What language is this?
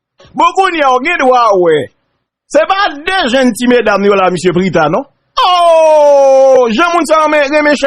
Haitian Creole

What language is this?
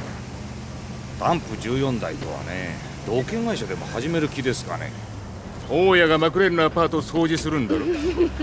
Japanese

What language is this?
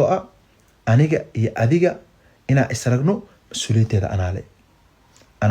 Somali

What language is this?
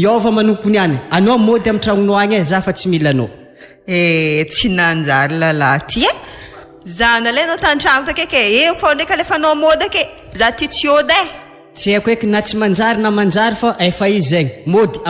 Malagasy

